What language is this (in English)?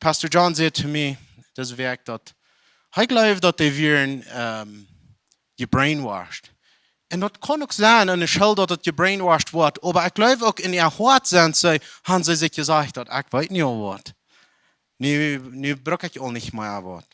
Plautdietsch